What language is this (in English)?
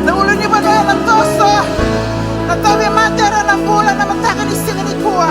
Fijian